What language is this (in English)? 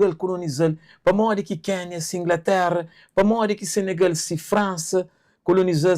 Kabuverdianu